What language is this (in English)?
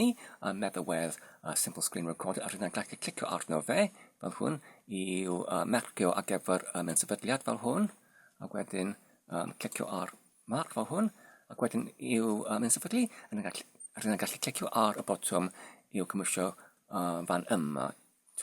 Welsh